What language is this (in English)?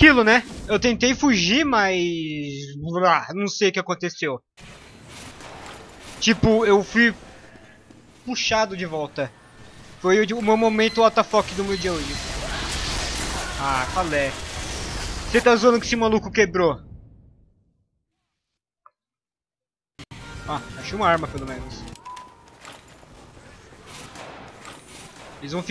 Portuguese